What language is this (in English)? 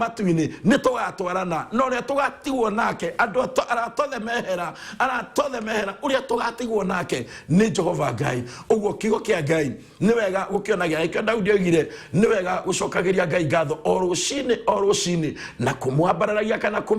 Kikuyu